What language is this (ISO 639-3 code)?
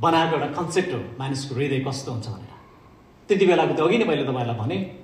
nep